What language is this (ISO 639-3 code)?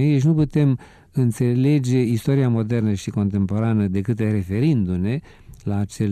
ron